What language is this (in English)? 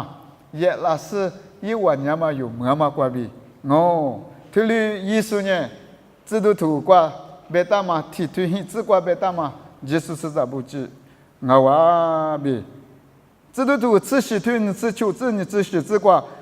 Lisu